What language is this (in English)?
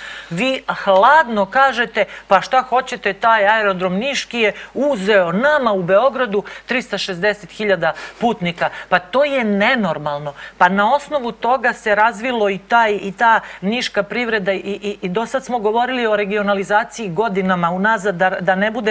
Serbian